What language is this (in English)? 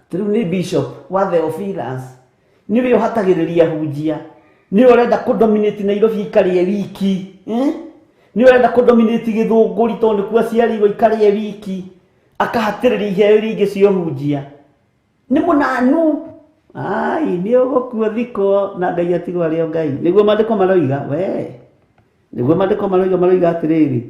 Kikuyu